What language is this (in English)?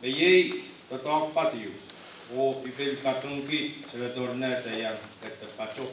Pohnpeian